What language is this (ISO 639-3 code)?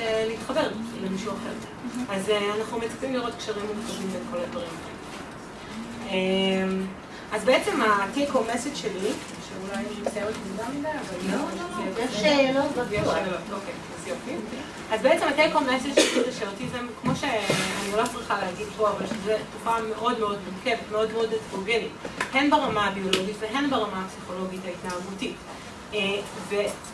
heb